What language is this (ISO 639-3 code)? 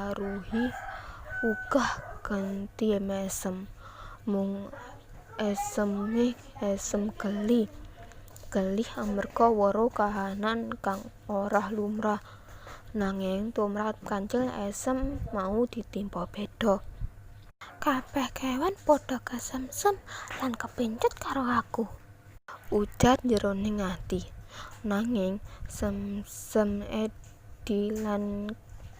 jav